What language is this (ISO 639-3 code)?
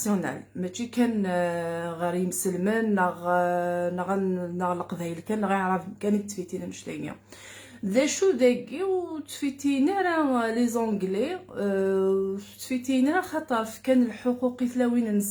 kab